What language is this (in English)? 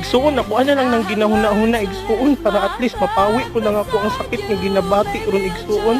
Cebuano